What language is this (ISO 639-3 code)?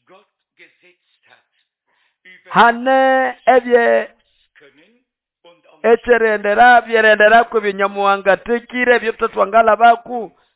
nnb